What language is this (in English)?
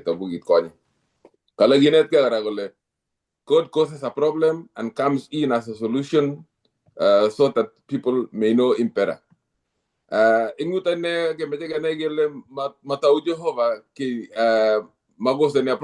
Kalenjin